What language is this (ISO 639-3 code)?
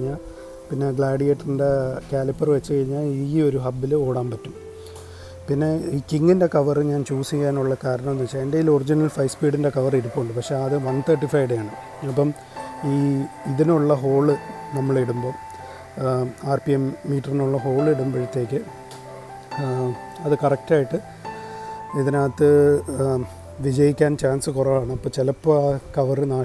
mal